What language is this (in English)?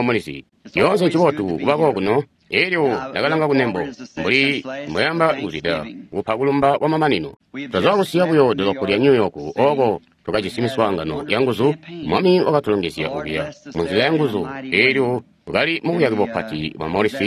Tonga (Zambia)